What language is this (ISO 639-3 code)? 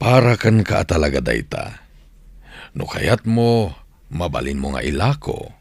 ilo